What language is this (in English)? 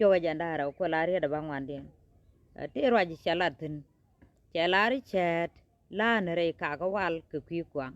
Nuer